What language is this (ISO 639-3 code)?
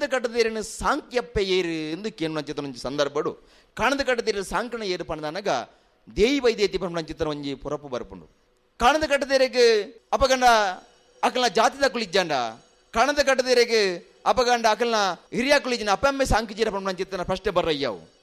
tcy